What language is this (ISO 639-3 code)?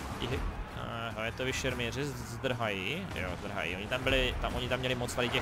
ces